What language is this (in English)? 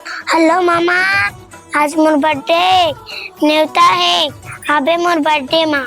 Chhattisgarhi